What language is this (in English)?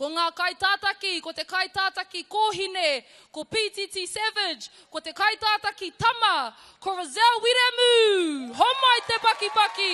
Māori